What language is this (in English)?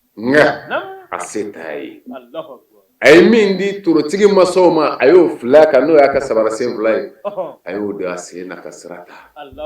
Bambara